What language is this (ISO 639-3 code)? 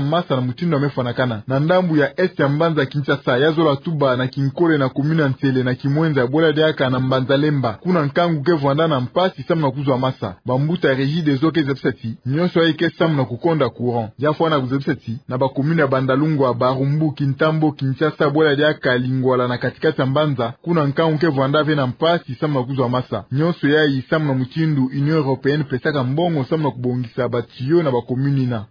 ktu